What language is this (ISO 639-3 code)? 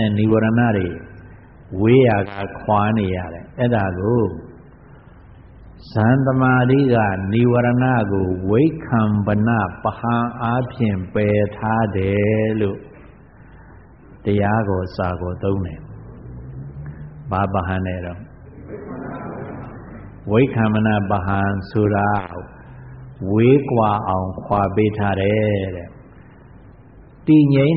mya